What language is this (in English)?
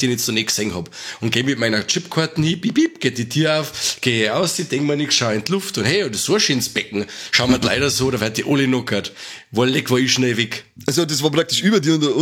Bavarian